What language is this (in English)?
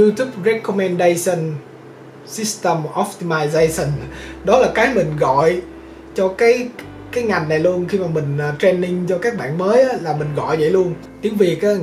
Vietnamese